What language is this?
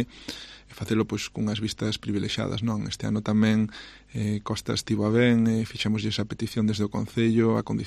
Galician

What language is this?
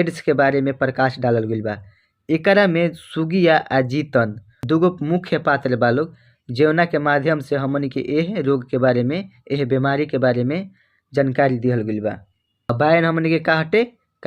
Bhojpuri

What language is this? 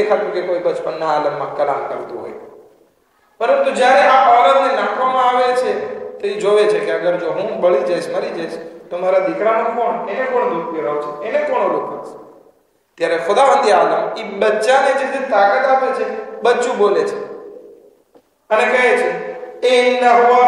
Gujarati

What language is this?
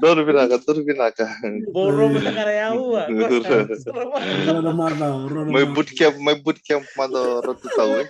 Fijian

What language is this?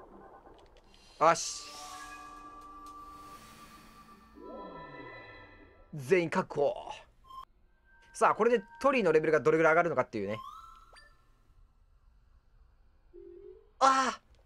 Japanese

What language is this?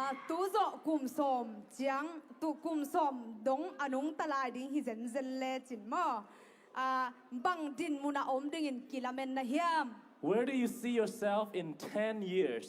Tedim Chin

